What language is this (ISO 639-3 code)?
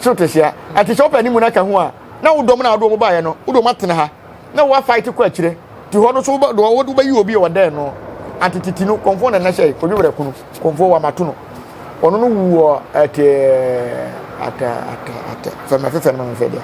aka